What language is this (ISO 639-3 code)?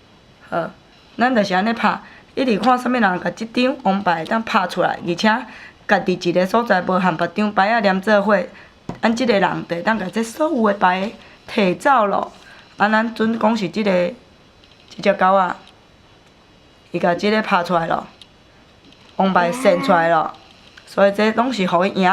nan